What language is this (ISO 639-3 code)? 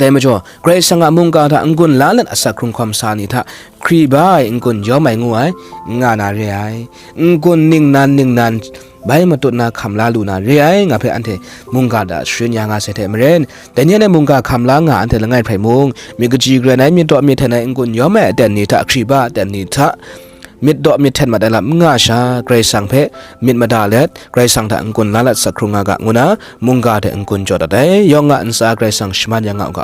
kac